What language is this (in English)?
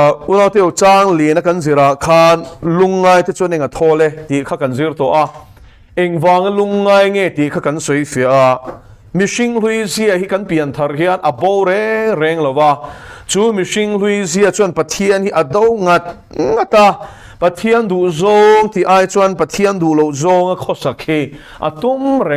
Mizo